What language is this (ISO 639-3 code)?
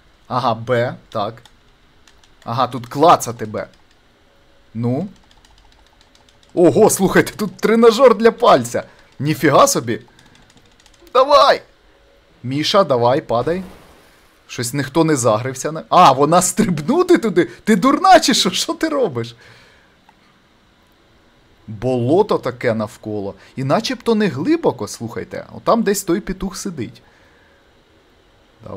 ukr